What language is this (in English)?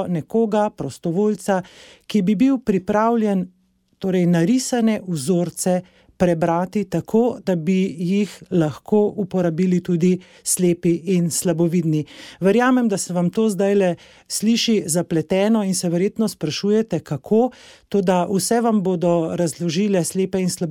Slovenian